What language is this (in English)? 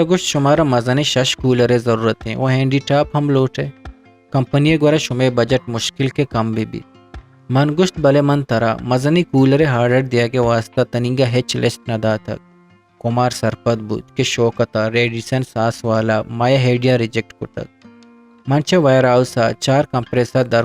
Eastern Balochi